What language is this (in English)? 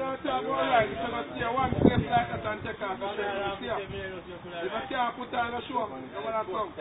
Jamaican Creole English